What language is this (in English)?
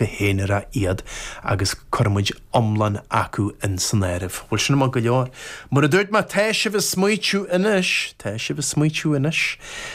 Irish